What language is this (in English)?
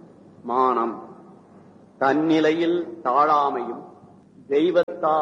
Tamil